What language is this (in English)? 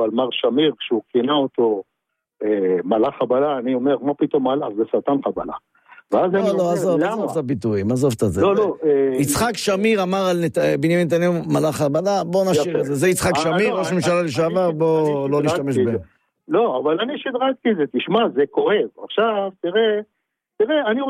Hebrew